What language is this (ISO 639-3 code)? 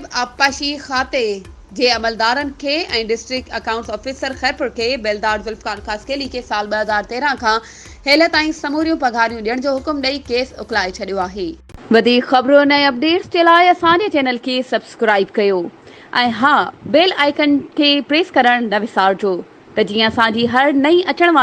snd